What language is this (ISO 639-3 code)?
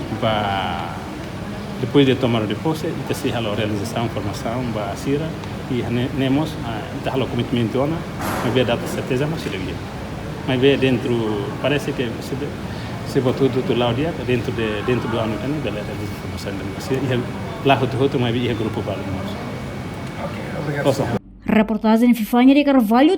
tet